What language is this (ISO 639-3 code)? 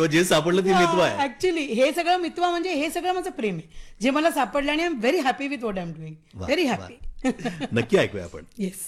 mar